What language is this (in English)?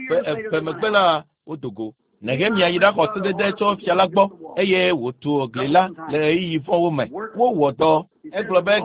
Ewe